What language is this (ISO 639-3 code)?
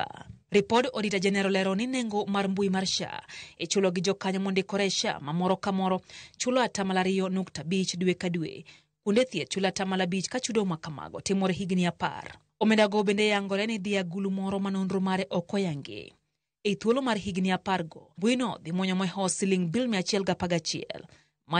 luo